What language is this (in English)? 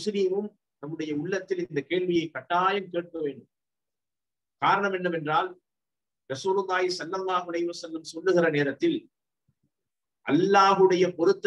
Tamil